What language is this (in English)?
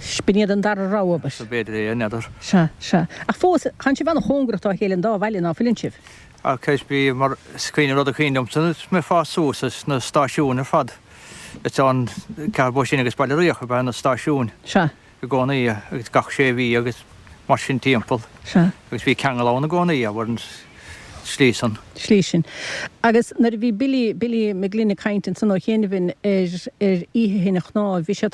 Irish